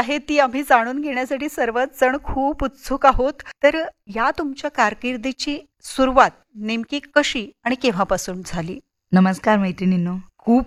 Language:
Marathi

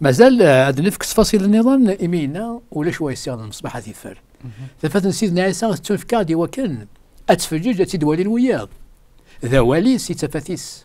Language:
Kabyle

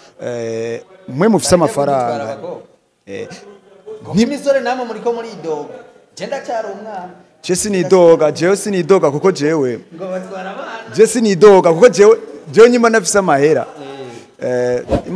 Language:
Rundi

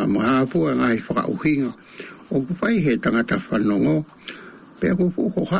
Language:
Tongan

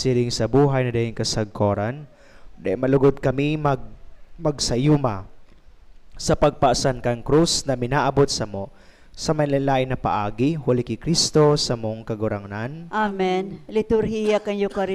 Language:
Bikol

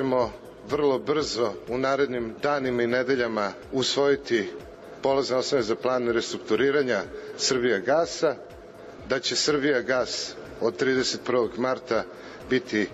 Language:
Serbian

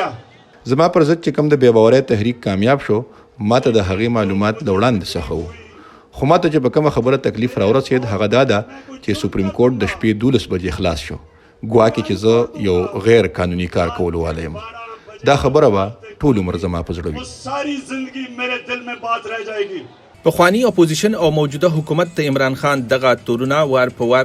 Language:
Pashto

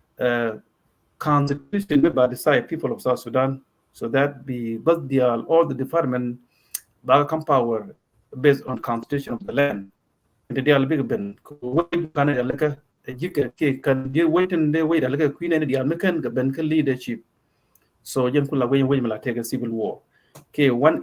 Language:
Nuer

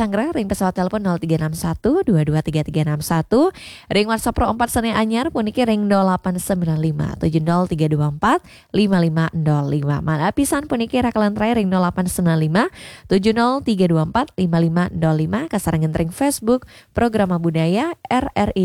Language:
Balinese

